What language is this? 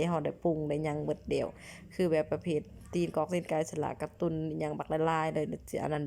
Lao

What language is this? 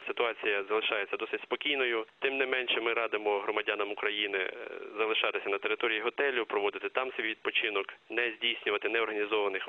Ukrainian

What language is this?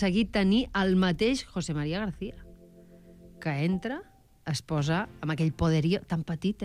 Catalan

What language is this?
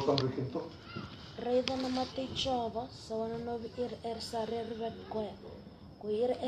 Fijian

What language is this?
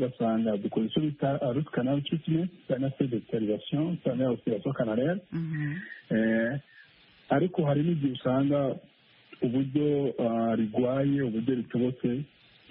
Kinyarwanda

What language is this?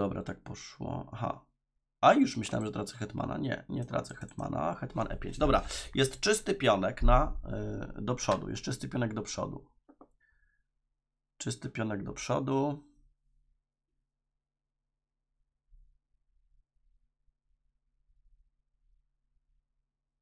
Polish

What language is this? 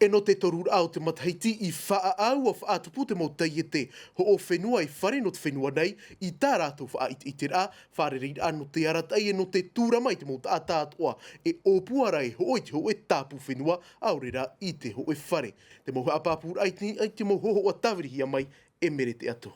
Tahitian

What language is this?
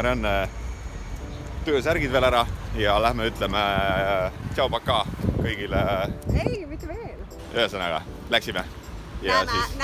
Estonian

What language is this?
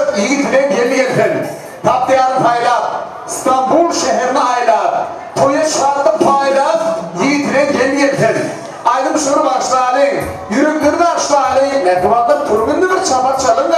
Turkmen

